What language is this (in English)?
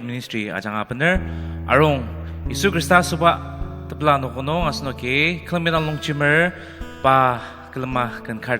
Ao Naga